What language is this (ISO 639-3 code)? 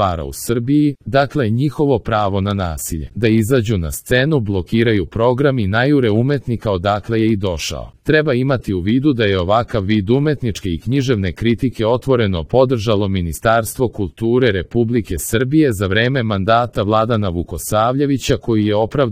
srp